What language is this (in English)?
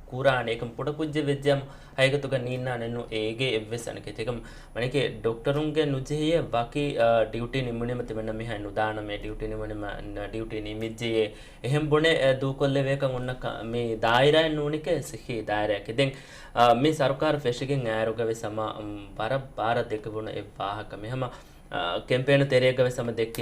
Divehi